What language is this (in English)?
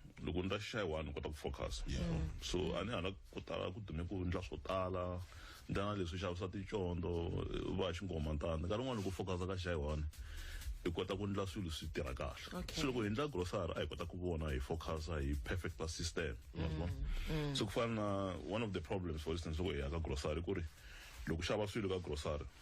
Tsonga